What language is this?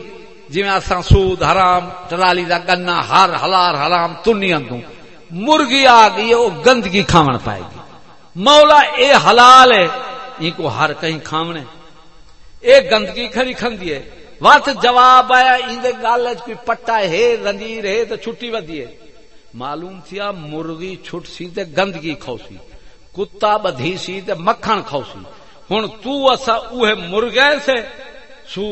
Saraiki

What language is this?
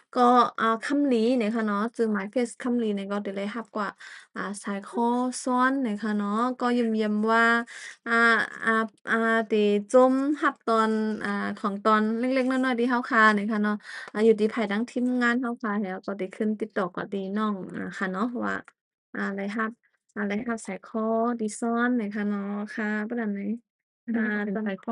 Shan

